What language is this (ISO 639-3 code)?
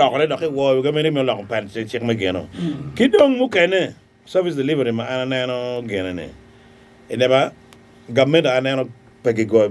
ach